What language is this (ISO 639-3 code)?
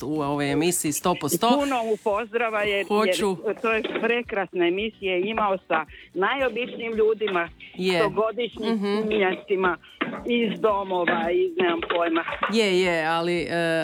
hrv